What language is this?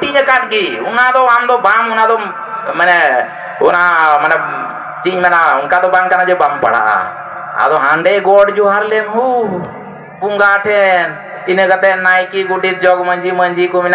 Santali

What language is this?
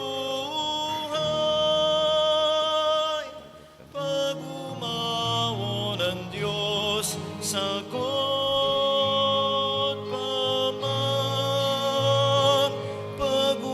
Bikol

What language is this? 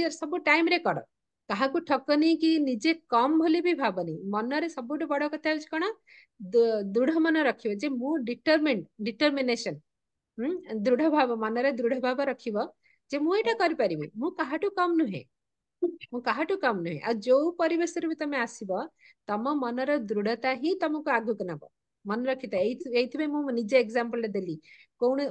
Odia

